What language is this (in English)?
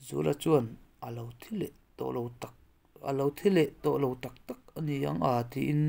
Mizo